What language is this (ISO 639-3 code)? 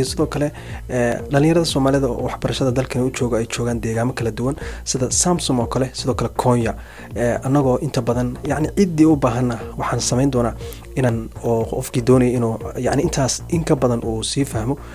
som